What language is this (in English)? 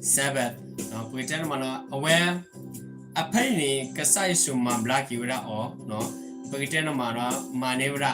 S'gaw Karen